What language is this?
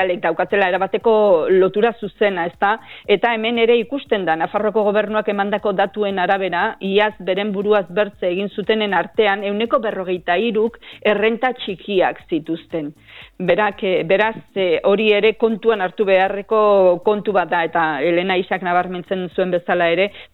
Basque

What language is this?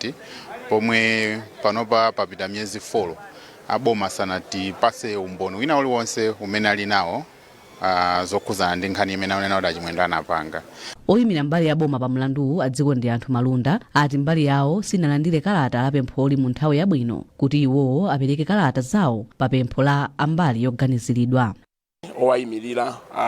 Nyanja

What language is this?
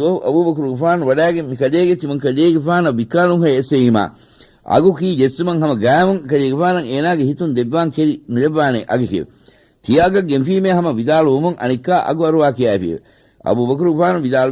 Divehi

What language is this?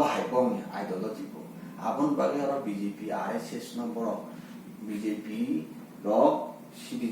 Kok Borok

